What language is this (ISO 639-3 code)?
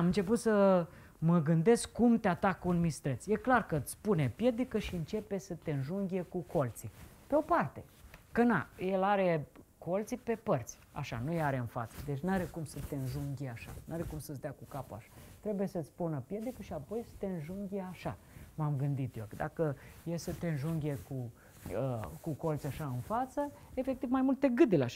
ron